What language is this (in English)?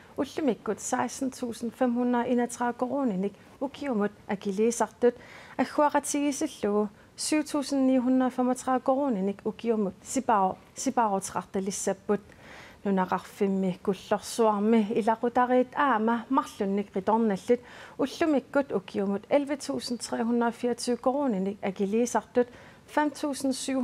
Kalaallisut